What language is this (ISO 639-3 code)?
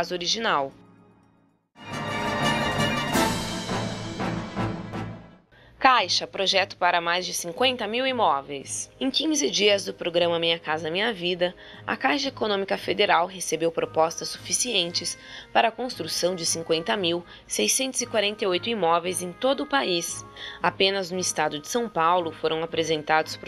por